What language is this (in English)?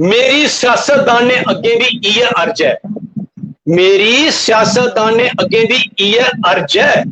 Dogri